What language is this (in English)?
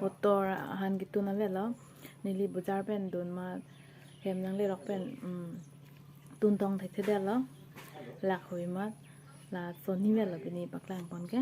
Karbi